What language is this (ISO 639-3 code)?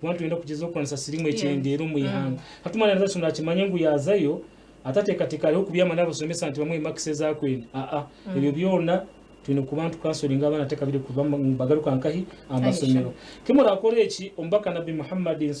nyn